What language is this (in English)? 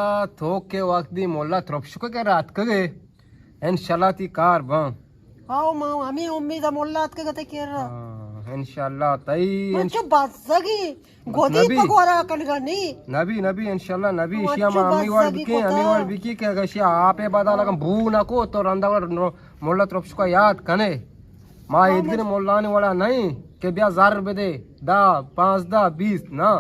Eastern Balochi